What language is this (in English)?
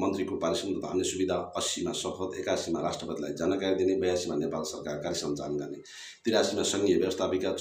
Nepali